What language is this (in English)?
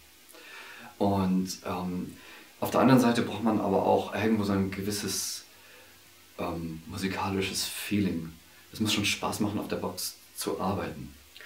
German